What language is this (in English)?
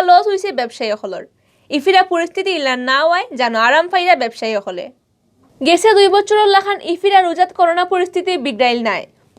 Sylheti